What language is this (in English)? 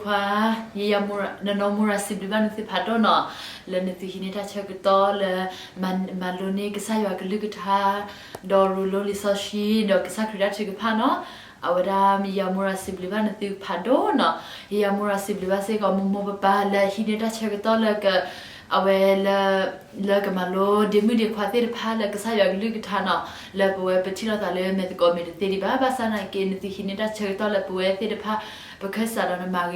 S'gaw Karen